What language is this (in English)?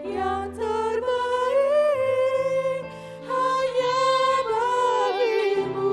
Batak Simalungun